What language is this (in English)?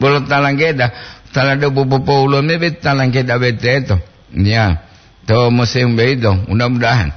Gorontalo